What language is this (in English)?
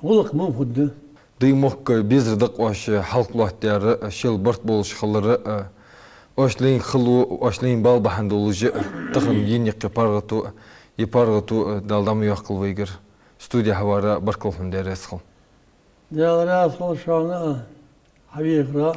Ingush